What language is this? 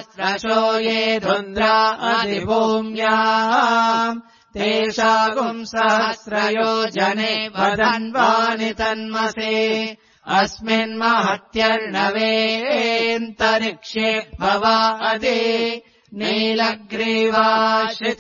Sanskrit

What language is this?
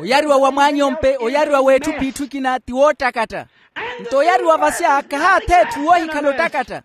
Makhuwa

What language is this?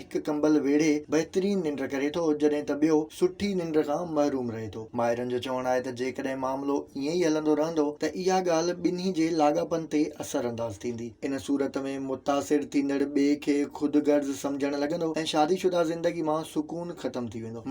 Sindhi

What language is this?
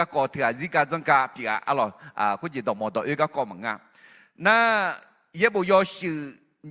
Akha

